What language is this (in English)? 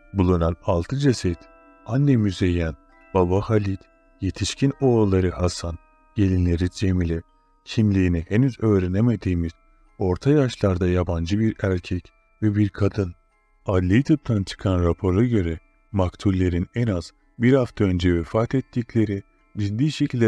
Turkish